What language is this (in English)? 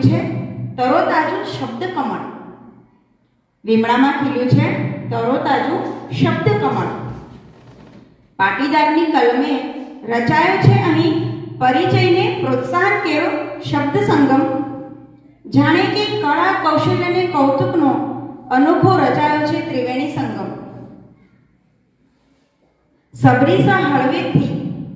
Gujarati